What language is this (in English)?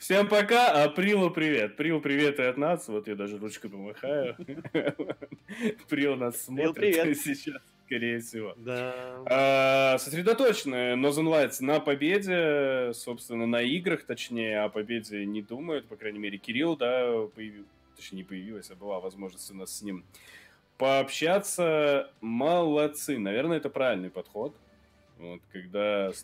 Russian